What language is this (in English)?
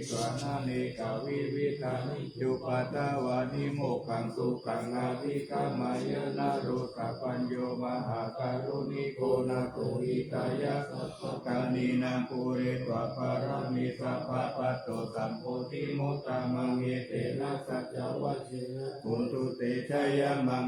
Pali